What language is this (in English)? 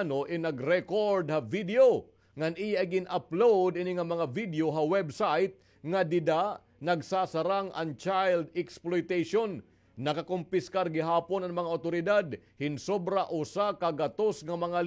Waray